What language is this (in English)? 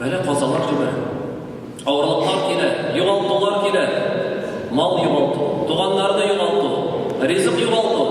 Tatar